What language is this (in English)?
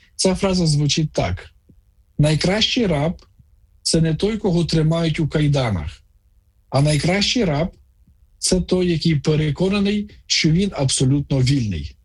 Ukrainian